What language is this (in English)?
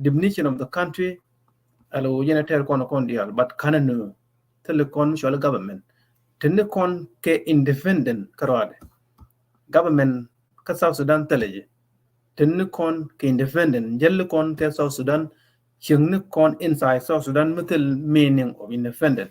Nuer